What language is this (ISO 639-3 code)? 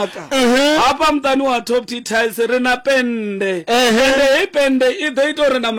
ven